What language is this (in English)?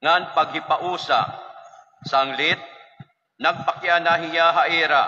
Waray